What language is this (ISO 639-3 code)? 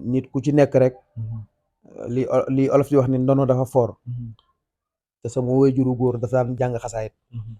wol